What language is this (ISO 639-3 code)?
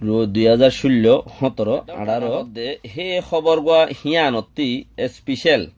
rhg